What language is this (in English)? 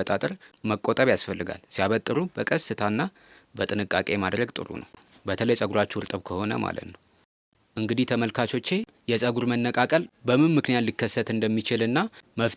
Amharic